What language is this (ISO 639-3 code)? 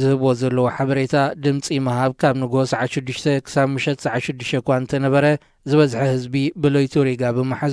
tir